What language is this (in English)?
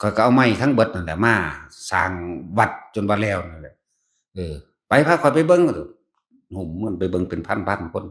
Northeastern Thai